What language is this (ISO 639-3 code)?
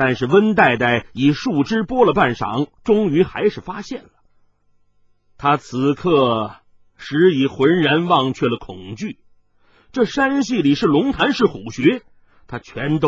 zho